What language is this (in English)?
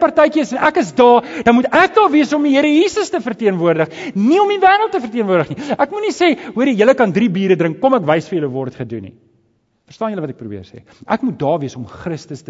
Afrikaans